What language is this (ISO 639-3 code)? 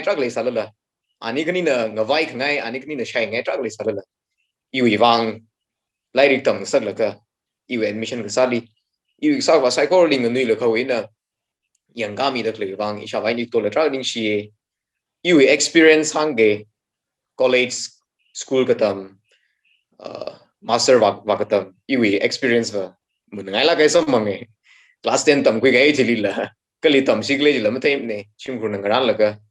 nmf